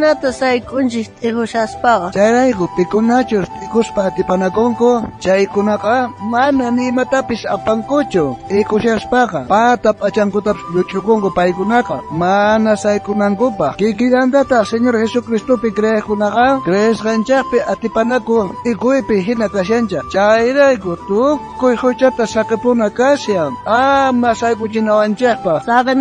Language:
South Bolivian Quechua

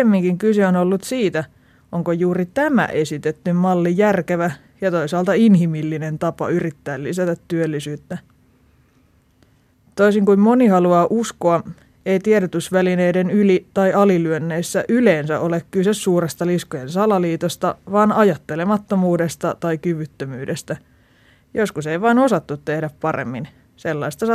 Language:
Finnish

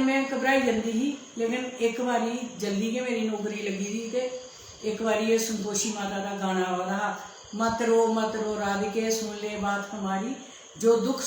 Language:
Dogri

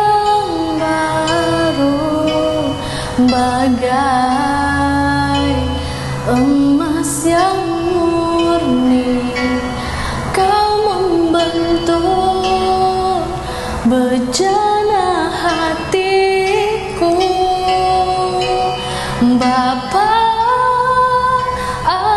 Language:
Malay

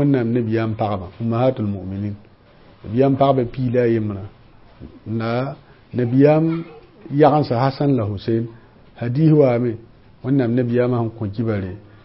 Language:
Mossi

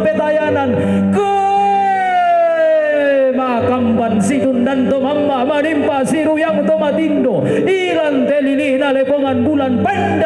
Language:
Toraja-Sa'dan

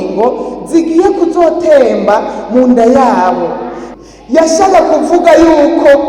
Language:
Rundi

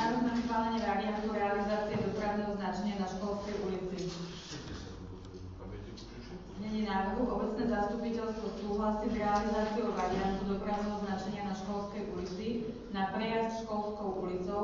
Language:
Slovak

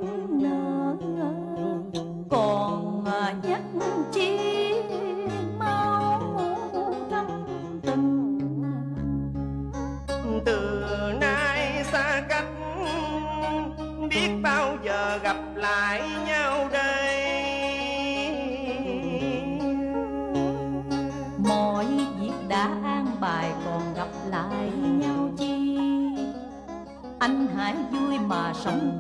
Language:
Vietnamese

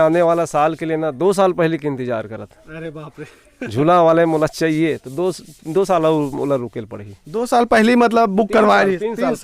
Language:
Chhattisgarhi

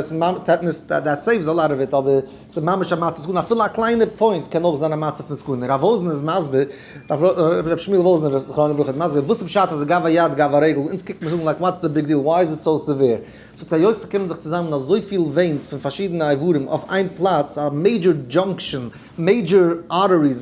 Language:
Yiddish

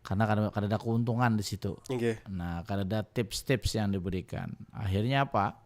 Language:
Banjar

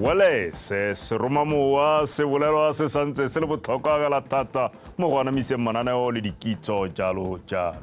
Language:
Tswana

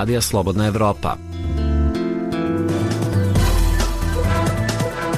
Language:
Serbian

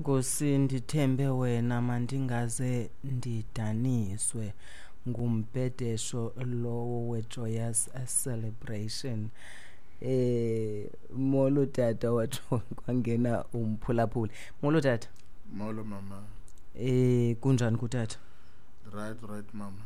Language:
Xhosa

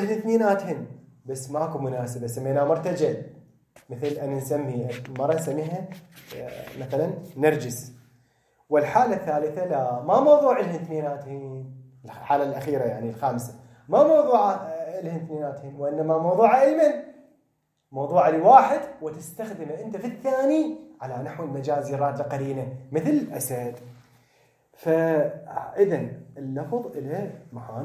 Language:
Mesopotamian Arabic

